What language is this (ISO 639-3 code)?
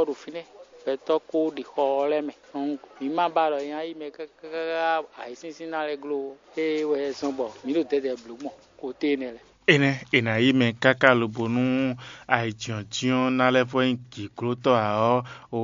fon